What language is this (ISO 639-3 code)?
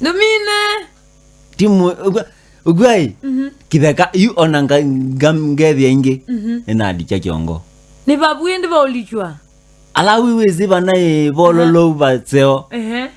kam